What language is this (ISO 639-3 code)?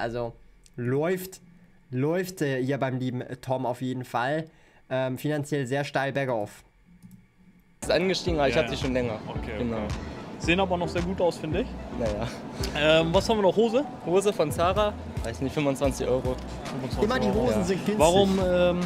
deu